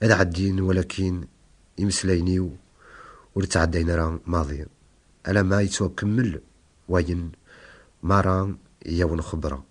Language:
Kabyle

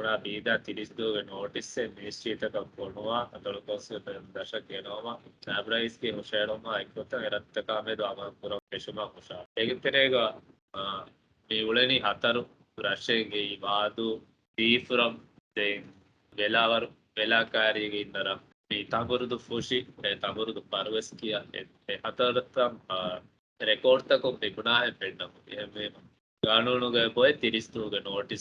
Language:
Divehi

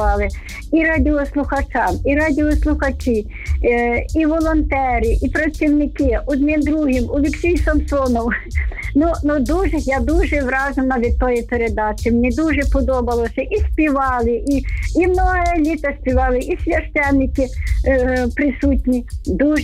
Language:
Ukrainian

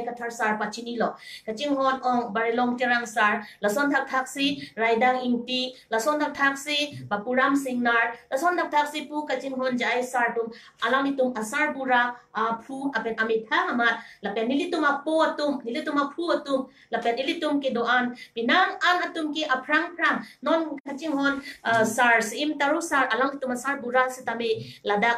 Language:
Karbi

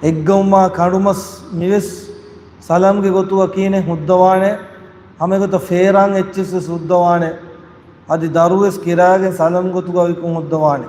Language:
Divehi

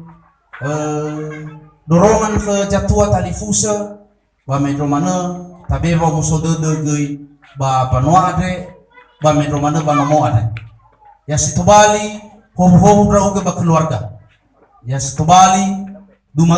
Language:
Nias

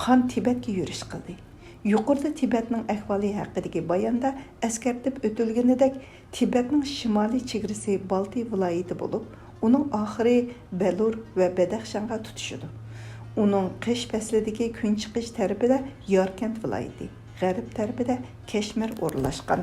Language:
Uyghur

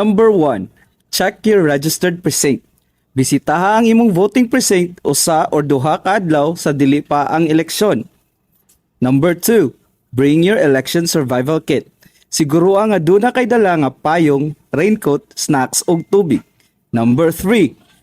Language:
Cebuano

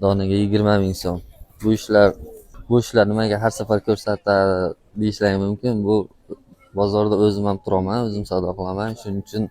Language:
Uzbek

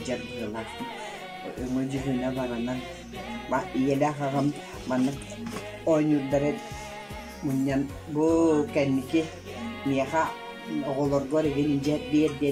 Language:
Yakut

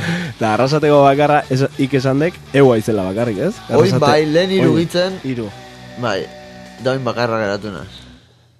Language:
Basque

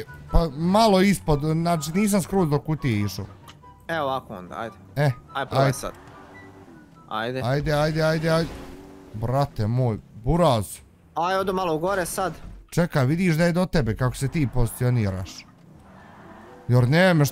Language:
Bosnian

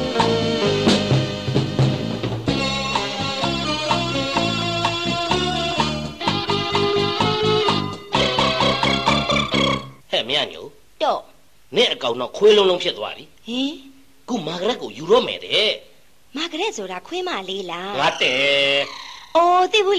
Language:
Burmese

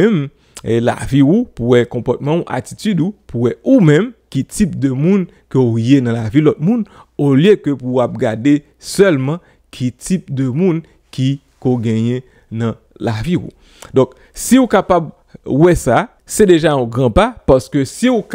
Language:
Haitian Creole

